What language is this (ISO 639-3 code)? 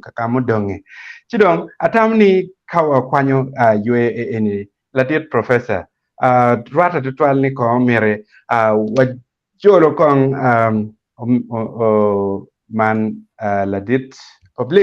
ach